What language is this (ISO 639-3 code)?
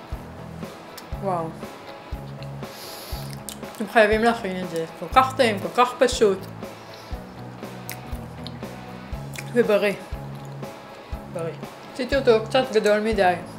heb